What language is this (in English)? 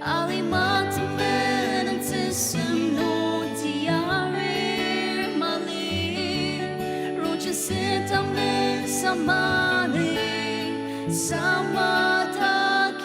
Ao Naga